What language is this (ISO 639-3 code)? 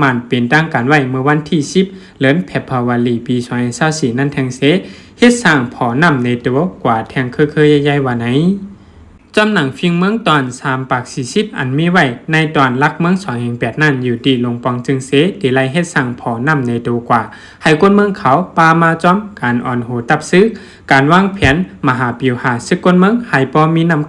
shn